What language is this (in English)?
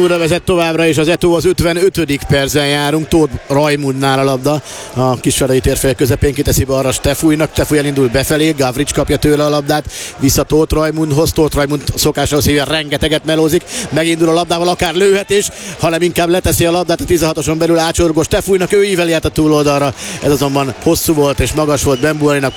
Hungarian